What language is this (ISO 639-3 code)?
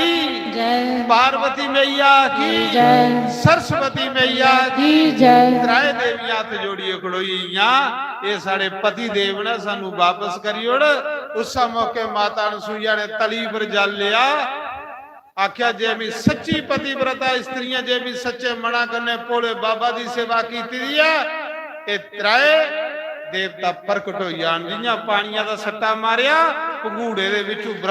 doi